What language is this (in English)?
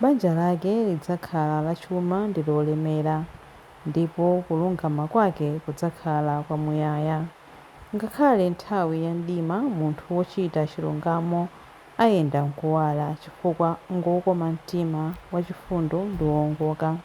Nyanja